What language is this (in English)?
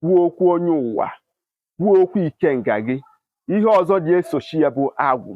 Igbo